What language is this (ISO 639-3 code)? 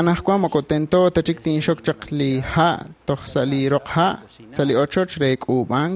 kek